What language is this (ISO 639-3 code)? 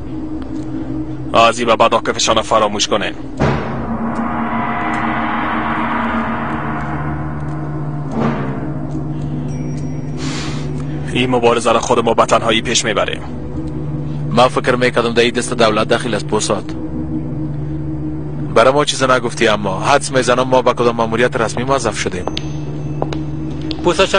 fas